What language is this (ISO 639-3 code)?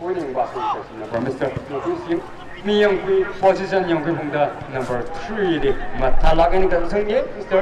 nmf